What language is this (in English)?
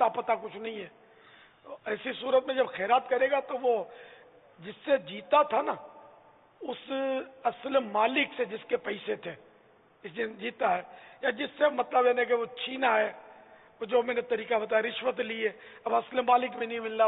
Urdu